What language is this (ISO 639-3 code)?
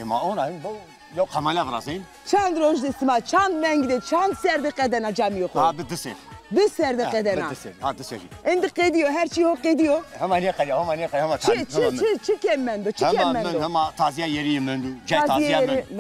zza